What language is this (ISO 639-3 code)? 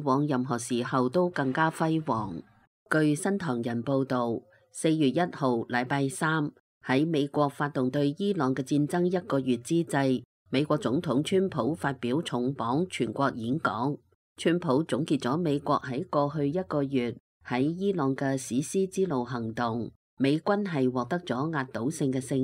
yue